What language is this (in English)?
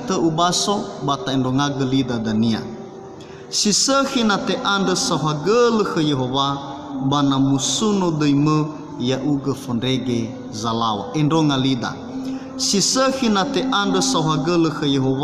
Nias